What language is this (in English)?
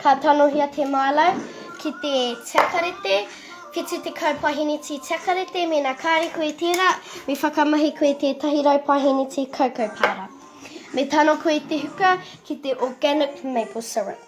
Māori